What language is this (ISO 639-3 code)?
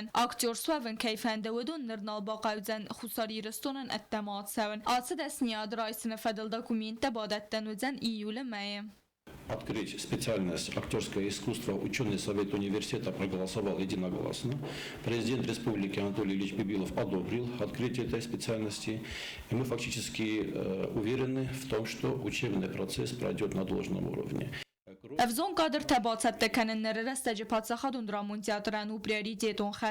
oss